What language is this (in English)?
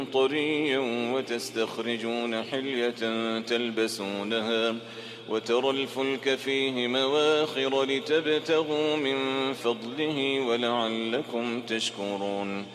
Arabic